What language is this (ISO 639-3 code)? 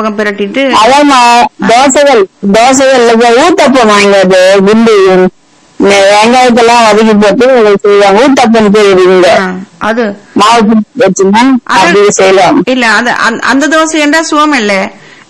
tam